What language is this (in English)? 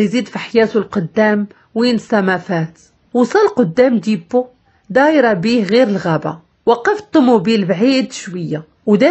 Moroccan Arabic